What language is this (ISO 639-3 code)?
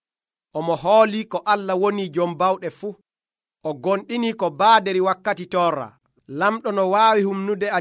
fuv